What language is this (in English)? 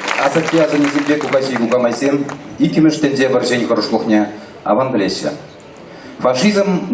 Chuvash